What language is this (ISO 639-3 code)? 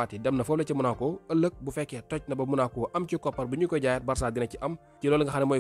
wol